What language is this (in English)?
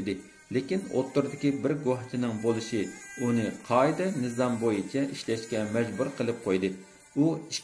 Uyghur